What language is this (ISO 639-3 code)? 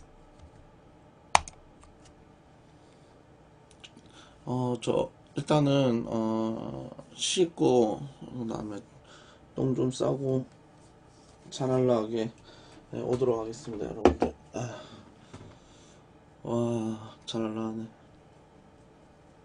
kor